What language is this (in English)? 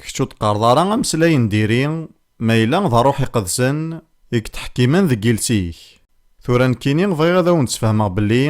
Kabyle